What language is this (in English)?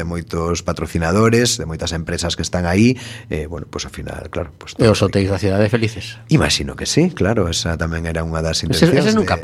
Galician